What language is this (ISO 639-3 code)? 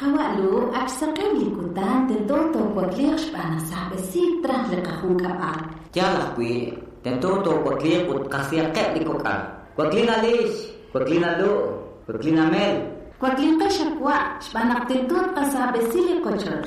kek